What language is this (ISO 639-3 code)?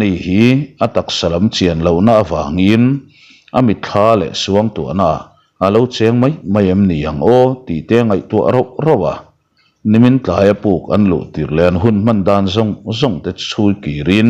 lus